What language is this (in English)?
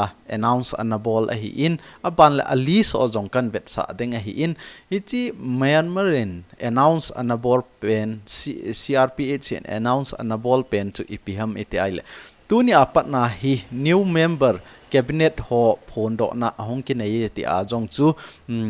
Thado Chin